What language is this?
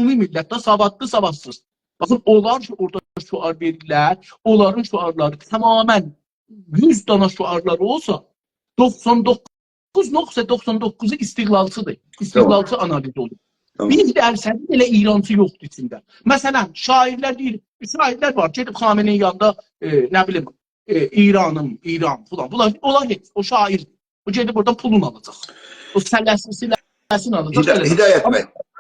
South Azerbaijani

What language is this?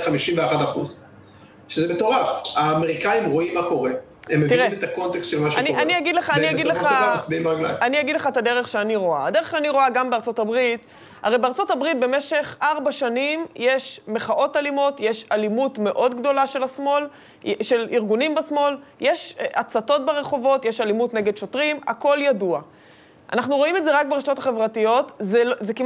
Hebrew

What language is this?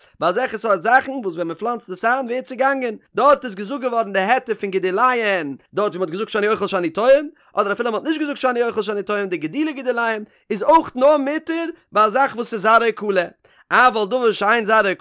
Yiddish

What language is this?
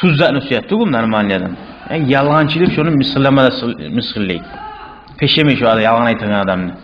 Kumyk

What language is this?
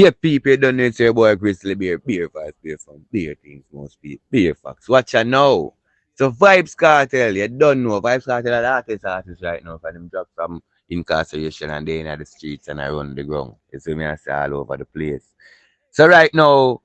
Jamaican Creole English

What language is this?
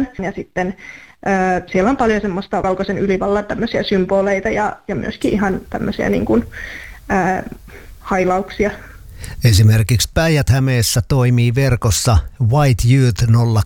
Finnish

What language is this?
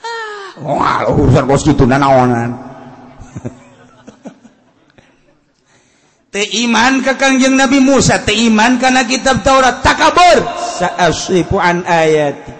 Sundanese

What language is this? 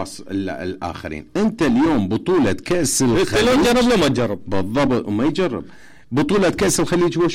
Mesopotamian Arabic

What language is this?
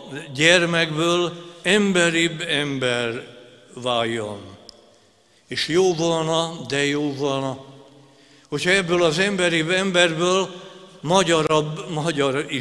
Hungarian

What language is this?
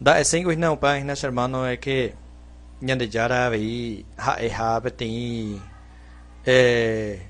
Guarani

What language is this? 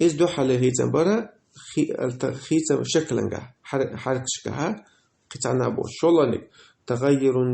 Chechen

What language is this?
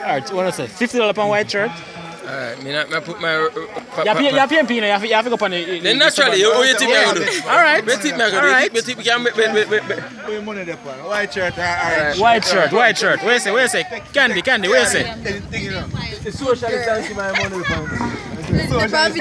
Jamaican Creole English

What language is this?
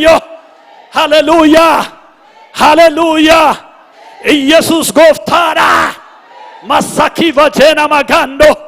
Oromo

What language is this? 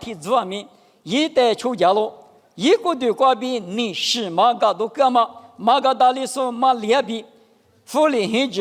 Lisu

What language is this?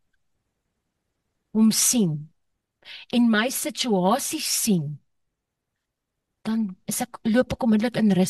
Afrikaans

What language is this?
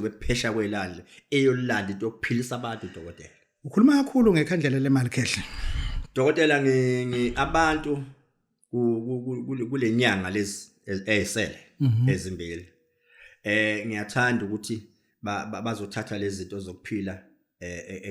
Zulu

